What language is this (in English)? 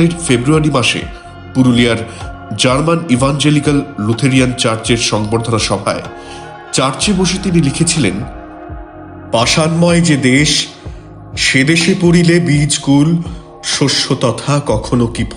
Bangla